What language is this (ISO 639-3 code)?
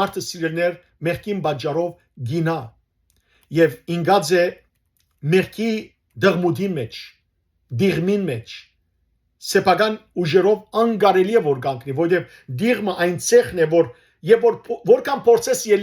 hyw